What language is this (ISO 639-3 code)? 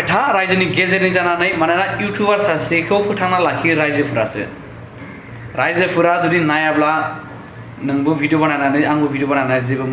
brx